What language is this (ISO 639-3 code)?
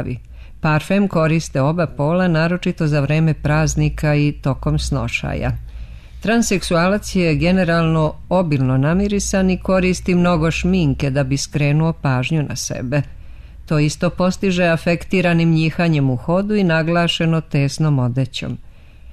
srp